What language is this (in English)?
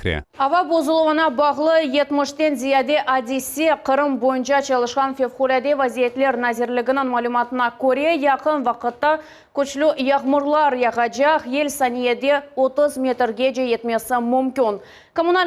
Crimean Tatar